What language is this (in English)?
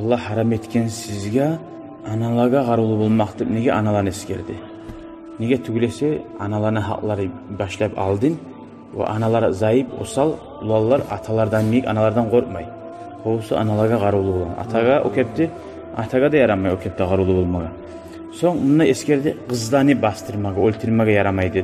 Kumyk